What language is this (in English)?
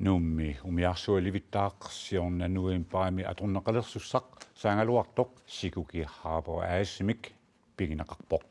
Kalaallisut